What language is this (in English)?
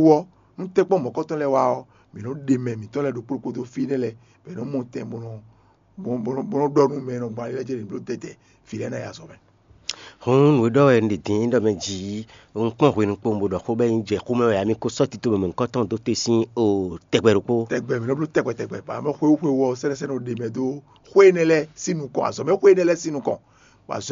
Fon